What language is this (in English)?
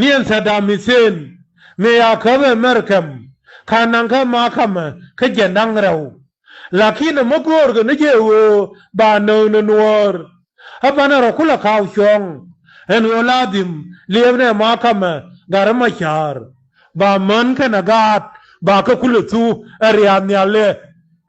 Nuer